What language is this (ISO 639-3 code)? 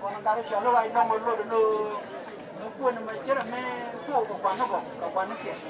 nus